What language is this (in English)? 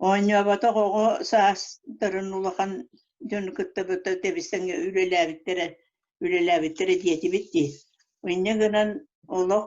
Yakut